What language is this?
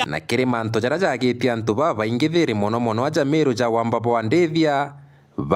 Meru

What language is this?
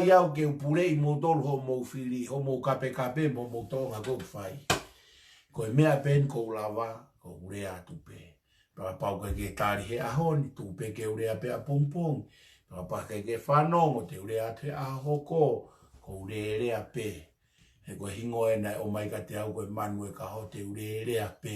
Tongan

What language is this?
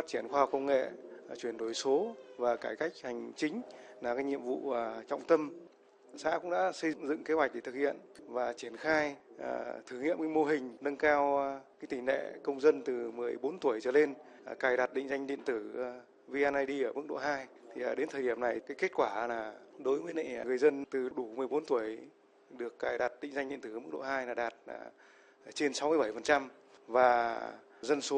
Vietnamese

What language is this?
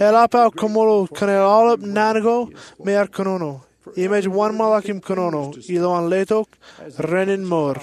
Marshallese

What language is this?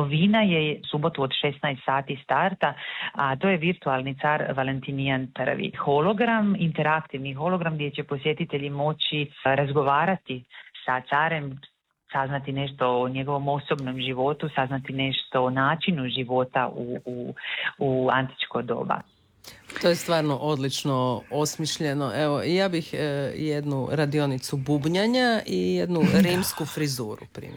Croatian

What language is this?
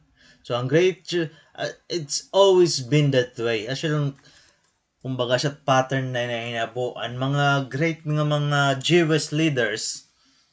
Waray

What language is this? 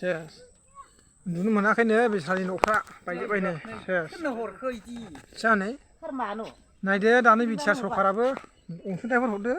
Bodo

